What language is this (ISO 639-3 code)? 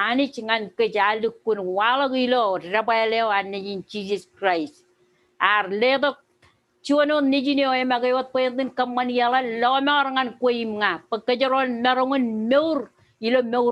mah